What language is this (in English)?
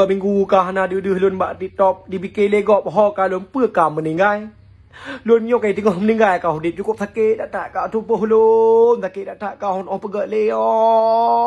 Achinese